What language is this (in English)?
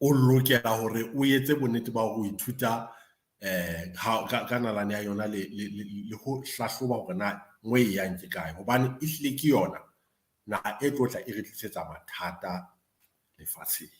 Southern Sotho